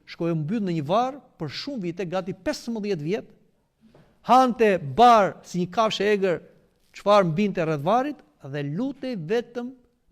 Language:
Albanian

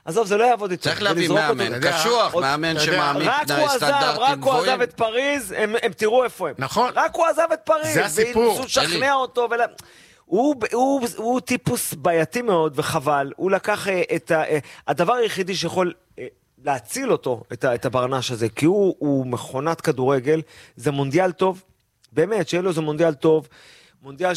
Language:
Hebrew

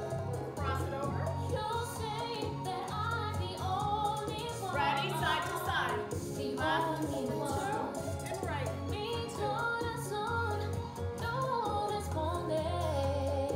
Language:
English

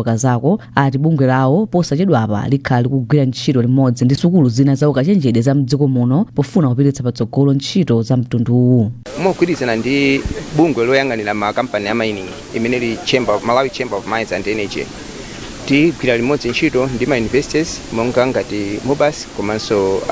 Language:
Nyanja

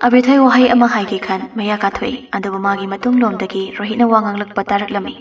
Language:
Manipuri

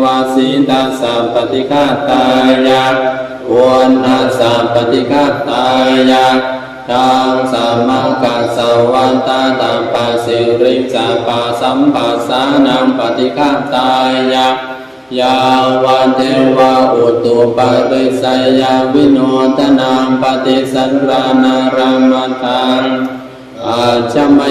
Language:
Pali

